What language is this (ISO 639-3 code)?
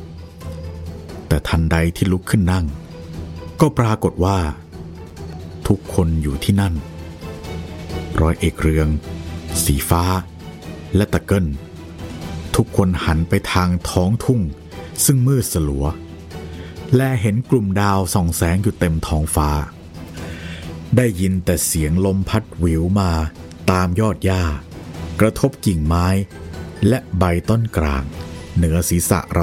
tha